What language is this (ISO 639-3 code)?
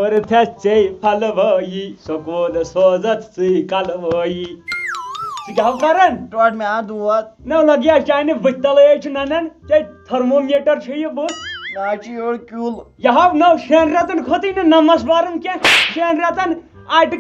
kas